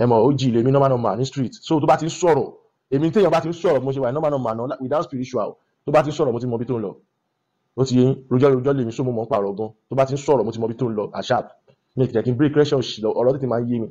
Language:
Yoruba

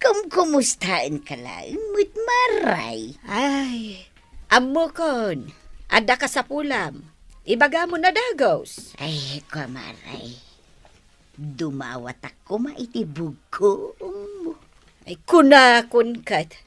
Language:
Iloko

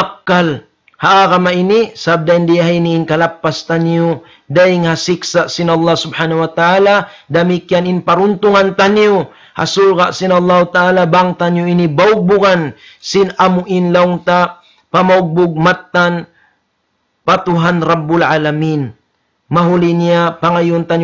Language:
Tausug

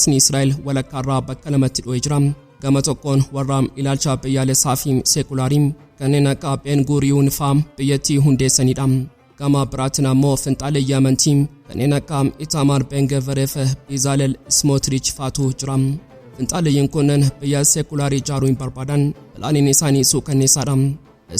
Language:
Oromo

